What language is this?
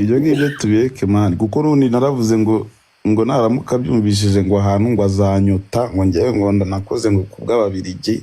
Kinyarwanda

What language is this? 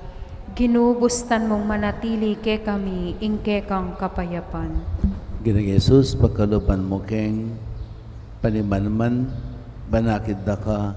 Pampanga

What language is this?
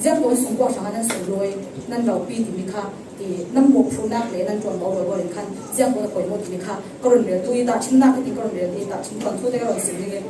Falam Chin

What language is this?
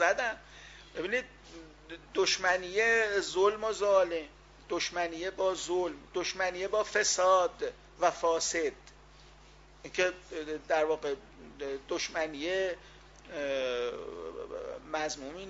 Persian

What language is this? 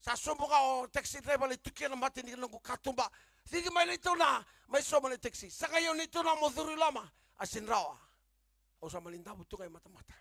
Fijian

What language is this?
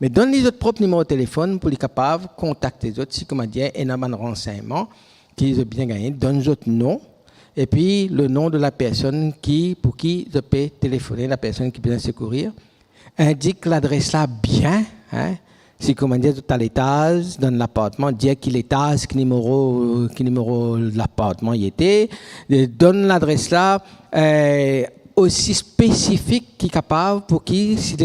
Morisyen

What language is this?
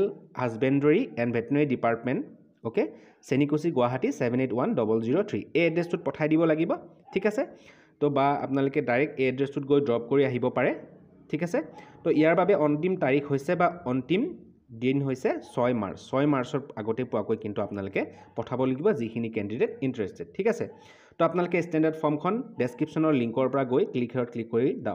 Assamese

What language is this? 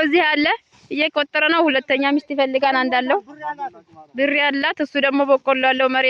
Amharic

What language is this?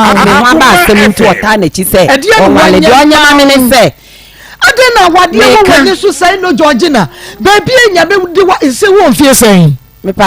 Akan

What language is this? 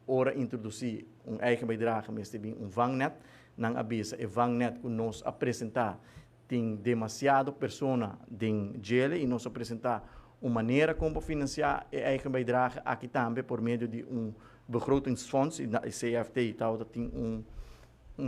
Papiamento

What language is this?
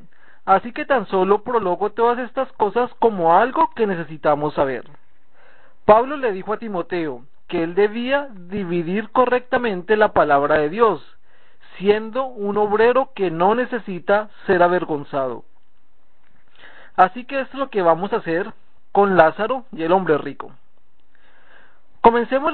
Spanish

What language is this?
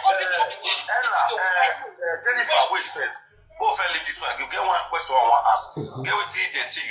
Nigerian Pidgin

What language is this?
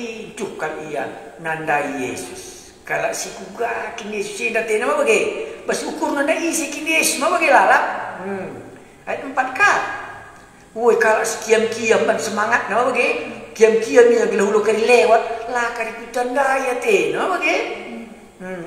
Batak Karo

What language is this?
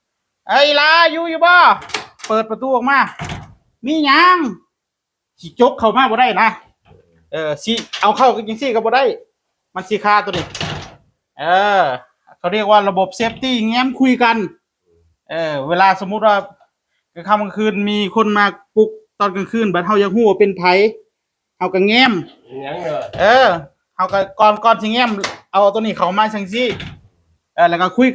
Northeastern Thai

